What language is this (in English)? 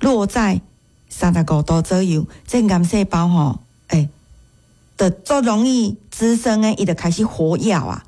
Min Nan Chinese